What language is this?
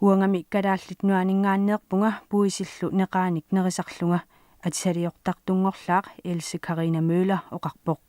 Kalaallisut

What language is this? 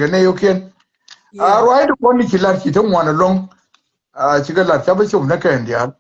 Nuer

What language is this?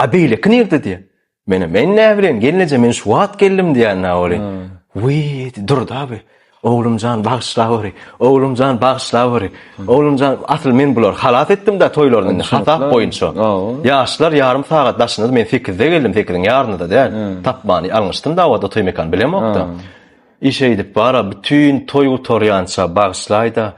Turkmen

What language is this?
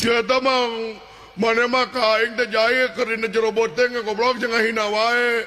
Sundanese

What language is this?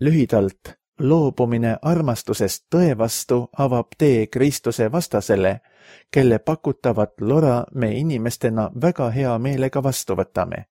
Estonian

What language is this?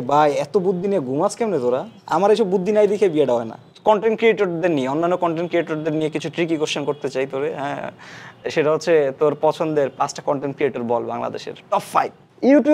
Bangla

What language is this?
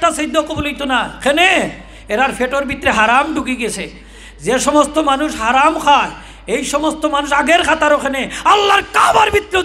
Sylheti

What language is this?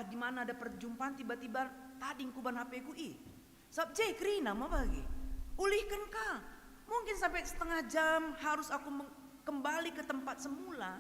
Batak Karo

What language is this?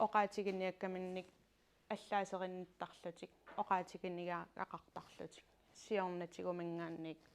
Kalaallisut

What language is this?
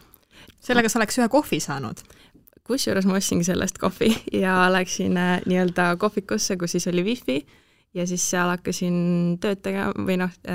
Estonian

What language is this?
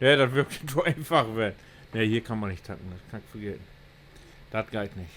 Low German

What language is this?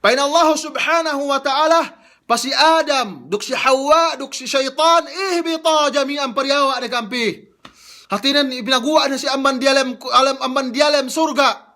Yakan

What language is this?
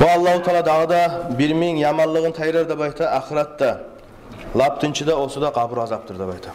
Kumyk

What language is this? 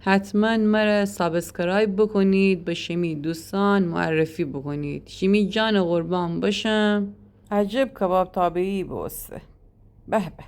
Gilaki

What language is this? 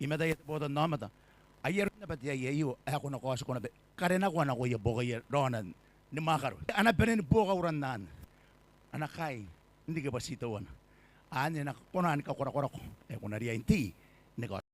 Gilbertese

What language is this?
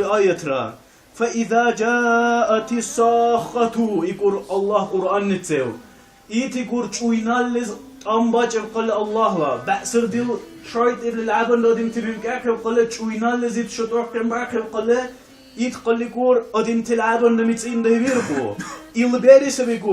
Dargwa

